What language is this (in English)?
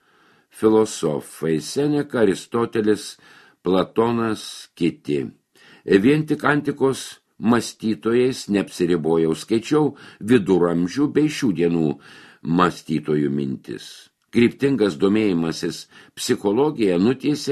Lithuanian